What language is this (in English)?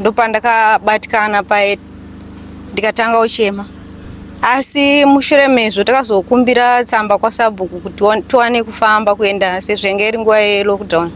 Shona